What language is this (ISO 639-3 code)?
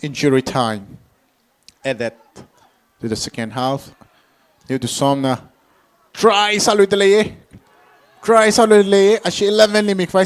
nmf